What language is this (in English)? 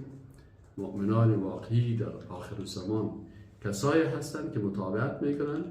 Persian